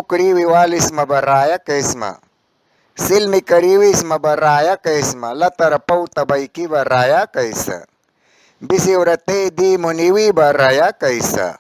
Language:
Mískito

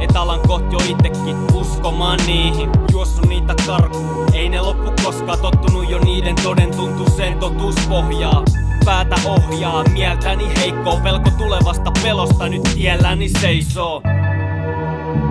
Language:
Finnish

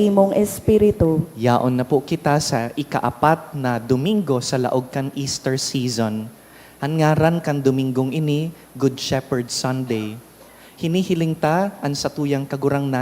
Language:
Bikol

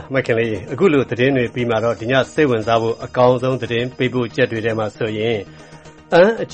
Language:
Burmese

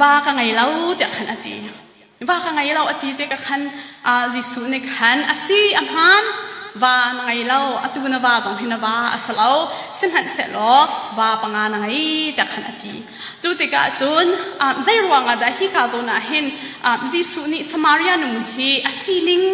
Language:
Hakha Chin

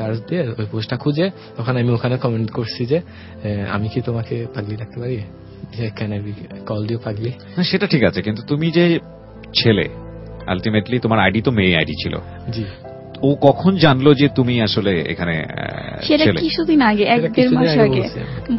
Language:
Bangla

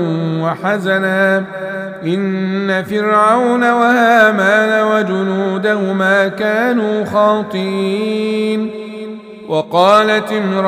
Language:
Arabic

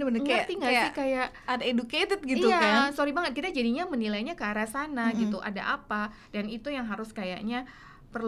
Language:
Indonesian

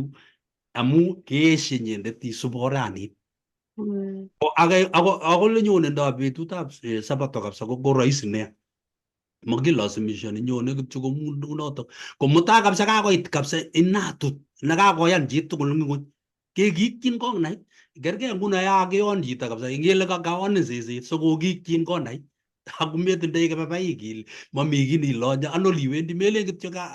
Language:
Kalenjin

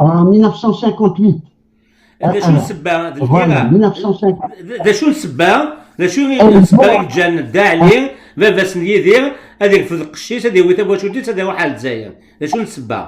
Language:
Kabyle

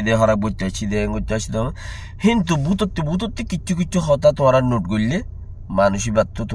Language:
Rohingya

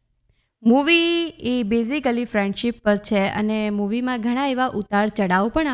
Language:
Gujarati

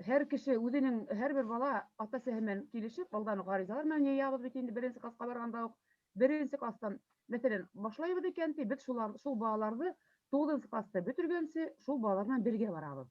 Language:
Bashkir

